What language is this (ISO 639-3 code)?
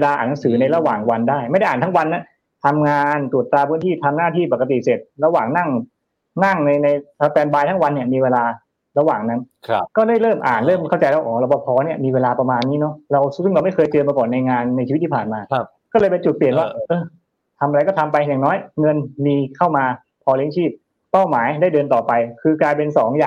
tha